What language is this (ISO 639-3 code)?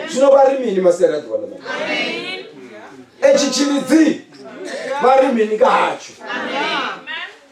ven